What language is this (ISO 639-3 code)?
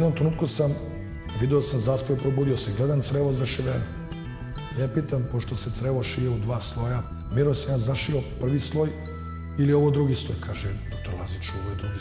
srp